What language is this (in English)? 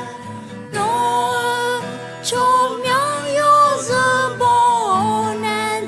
Akha